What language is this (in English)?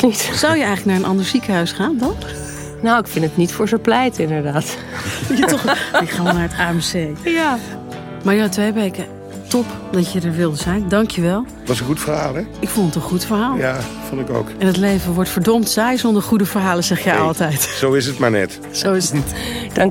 Dutch